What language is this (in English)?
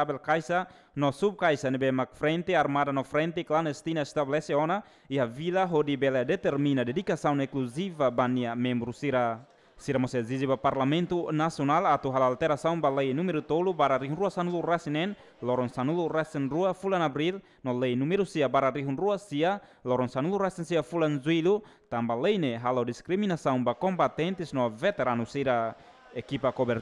Tetum